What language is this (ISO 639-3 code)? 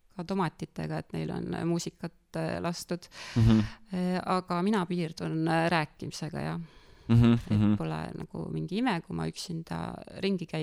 est